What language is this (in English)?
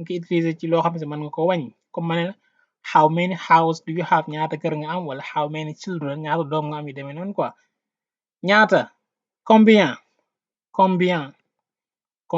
Wolof